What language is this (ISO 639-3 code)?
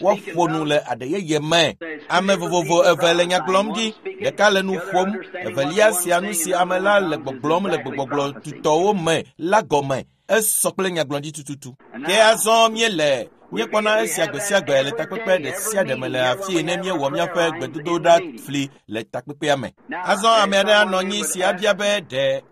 ewe